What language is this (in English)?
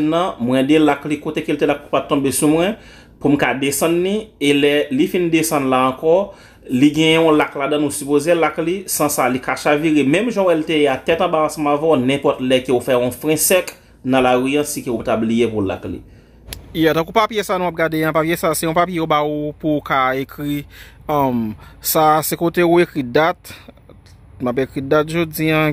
Haitian Creole